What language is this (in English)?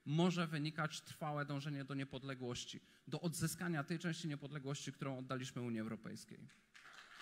Polish